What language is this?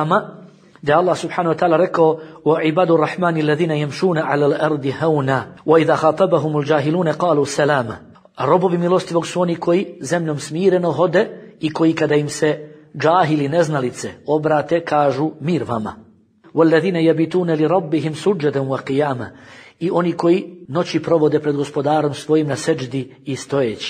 Bosnian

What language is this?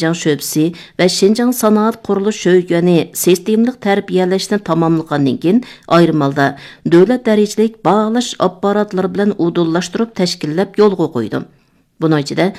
Uyghur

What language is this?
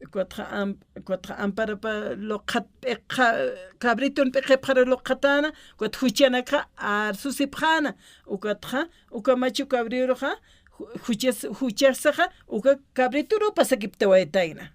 Aymara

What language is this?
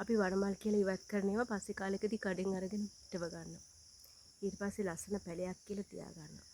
Sinhala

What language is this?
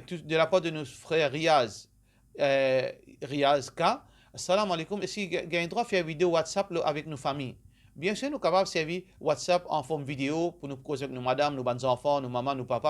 Morisyen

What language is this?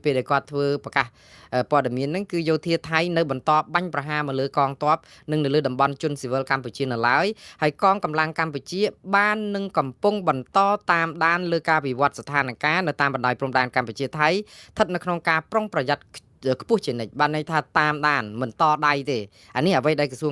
Khmer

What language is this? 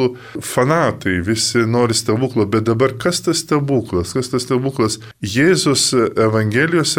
Lithuanian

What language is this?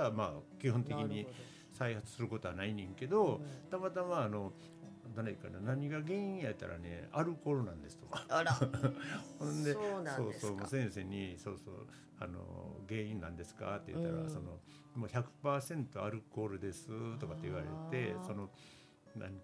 Japanese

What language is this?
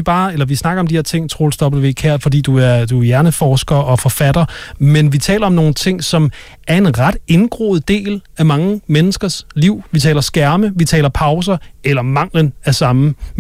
Danish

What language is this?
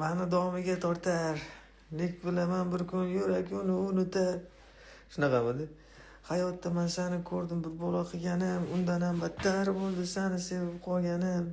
Uzbek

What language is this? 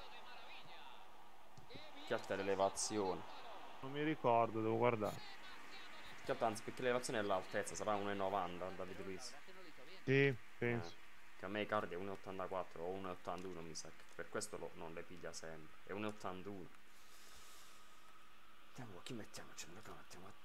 Italian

